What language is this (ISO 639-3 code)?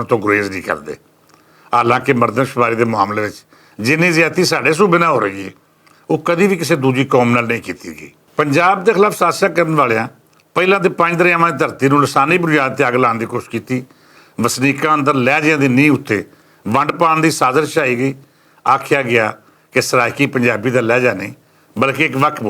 lah